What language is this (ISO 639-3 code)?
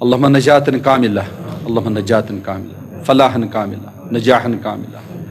kas